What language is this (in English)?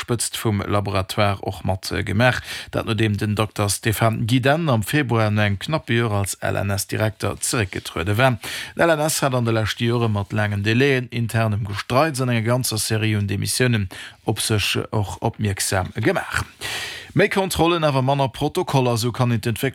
Luxembourgish